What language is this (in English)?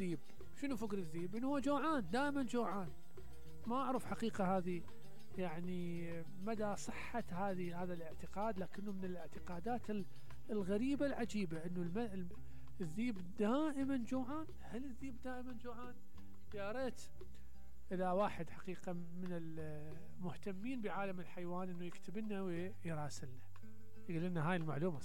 Mesopotamian Arabic